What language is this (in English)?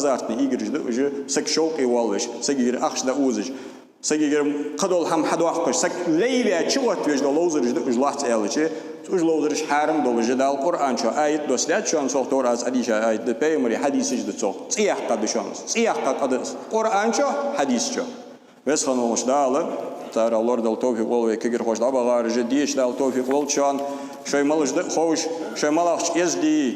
Ingush